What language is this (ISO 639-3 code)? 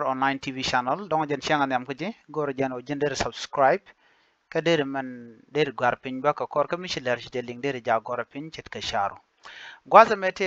nus